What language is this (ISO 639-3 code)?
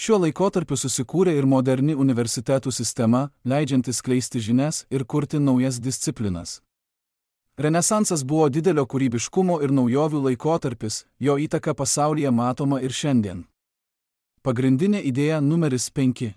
lit